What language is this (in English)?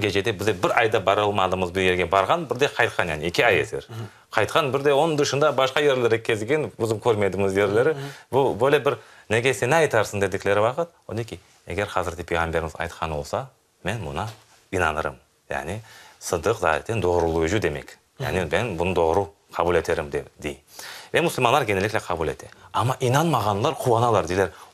Crimean Tatar